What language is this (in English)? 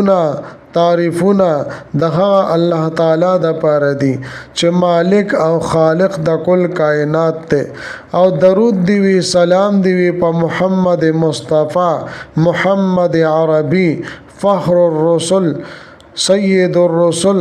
Pashto